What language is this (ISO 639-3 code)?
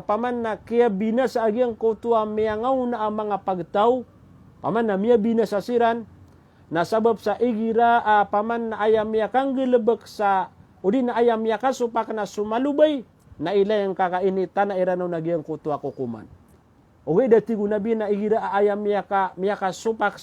mrw